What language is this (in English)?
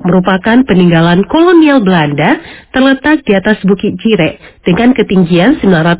Indonesian